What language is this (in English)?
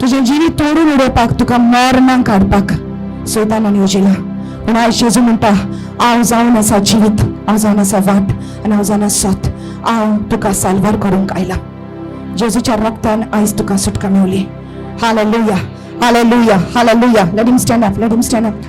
Konkani